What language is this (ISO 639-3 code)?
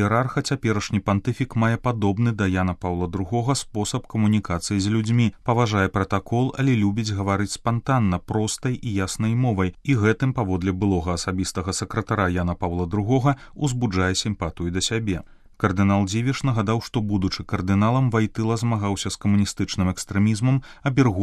bel